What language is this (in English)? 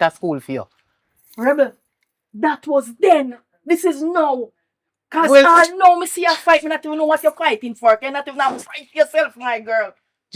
Jamaican Creole English